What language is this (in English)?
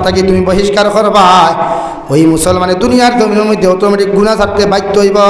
Sylheti